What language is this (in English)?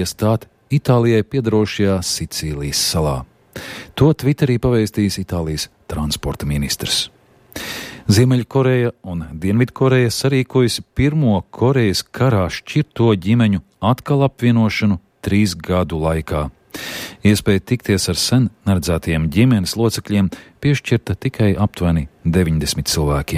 Latvian